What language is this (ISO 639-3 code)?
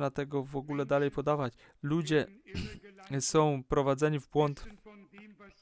pol